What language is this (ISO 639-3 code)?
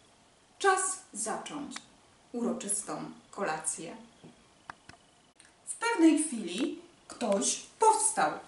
pol